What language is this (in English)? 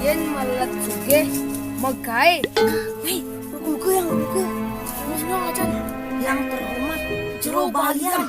Balinese